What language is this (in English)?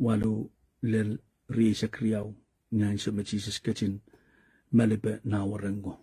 Pohnpeian